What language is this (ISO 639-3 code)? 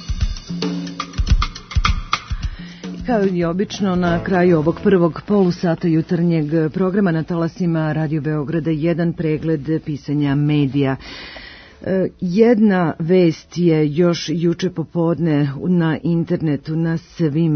srp